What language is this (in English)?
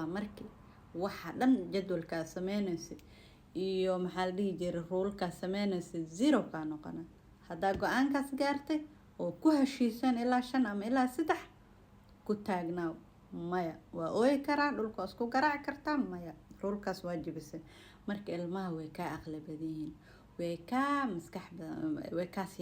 Somali